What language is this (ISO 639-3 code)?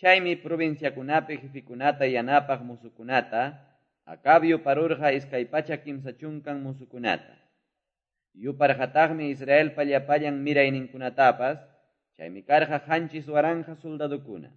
que